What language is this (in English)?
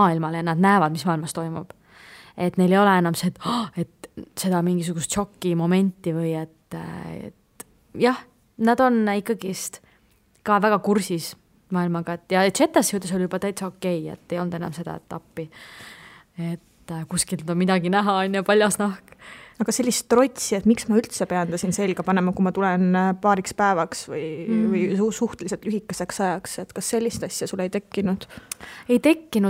Estonian